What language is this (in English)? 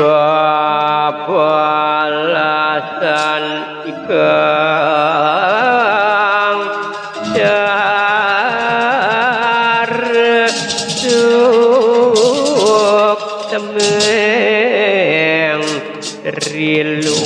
Balinese